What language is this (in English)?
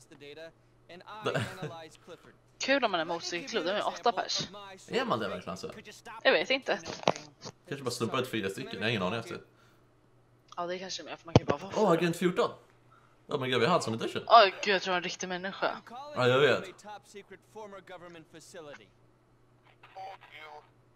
Swedish